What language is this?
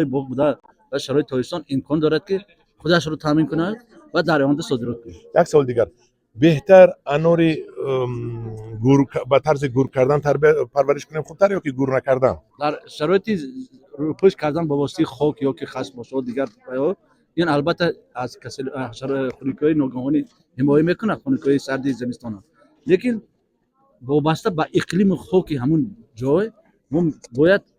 Tajik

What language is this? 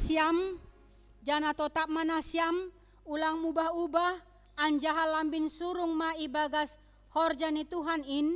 Batak Simalungun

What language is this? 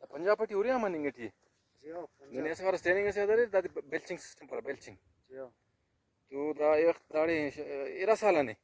Brahui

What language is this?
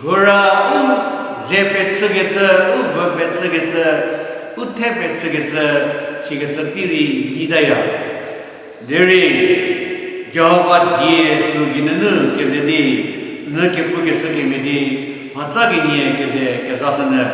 Angami Naga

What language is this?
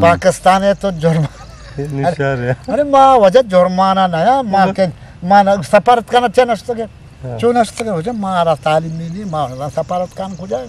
Eastern Balochi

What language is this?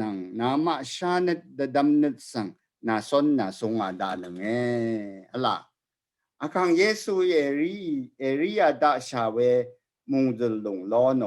Rawang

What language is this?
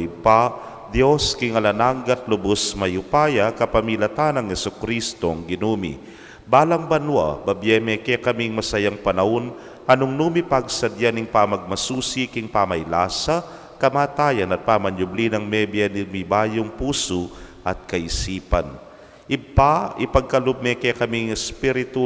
Pampanga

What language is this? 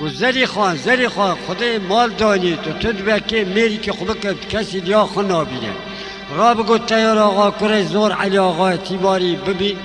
Kurdish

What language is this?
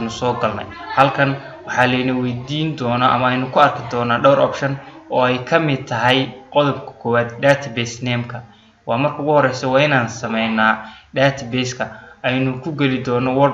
Somali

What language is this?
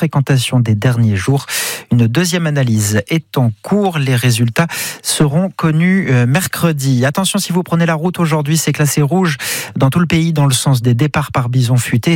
French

